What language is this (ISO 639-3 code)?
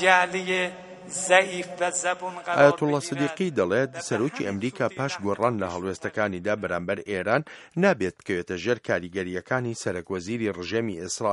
ckb